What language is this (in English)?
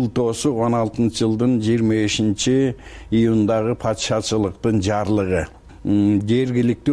Kyrgyz